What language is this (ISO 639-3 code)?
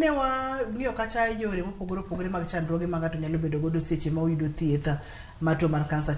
luo